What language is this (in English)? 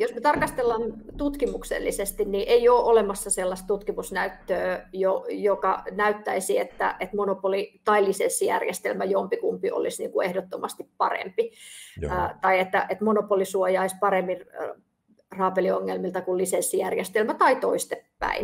Finnish